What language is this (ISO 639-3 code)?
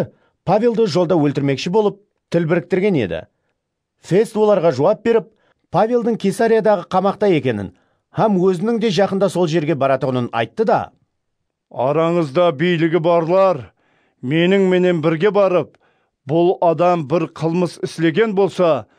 kaa